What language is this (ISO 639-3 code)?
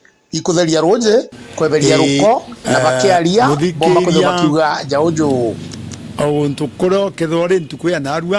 mer